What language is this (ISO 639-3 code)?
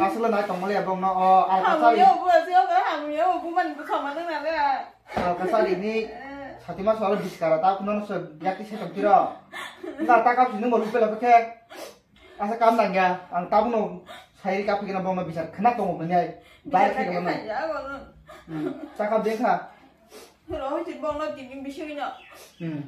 trp